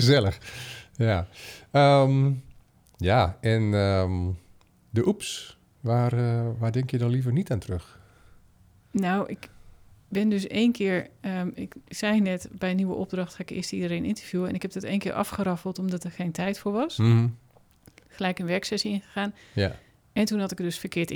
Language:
Dutch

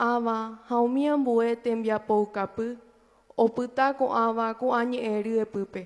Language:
Guarani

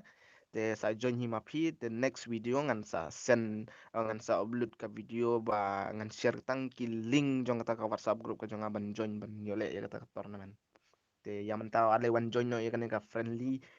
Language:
Khasi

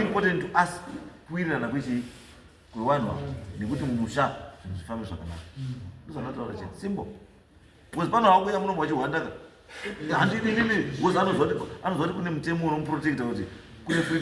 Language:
Shona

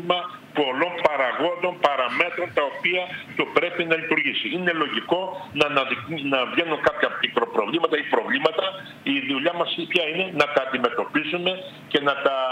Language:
Greek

